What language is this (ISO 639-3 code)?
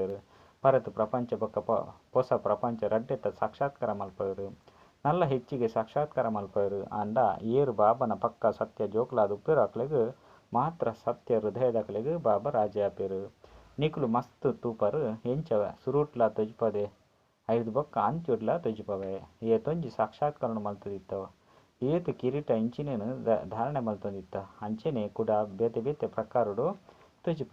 tcy